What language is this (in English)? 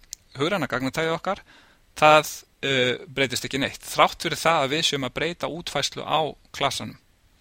Icelandic